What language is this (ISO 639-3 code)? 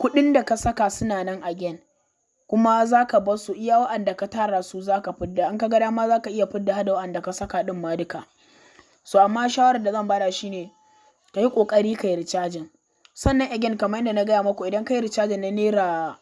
hau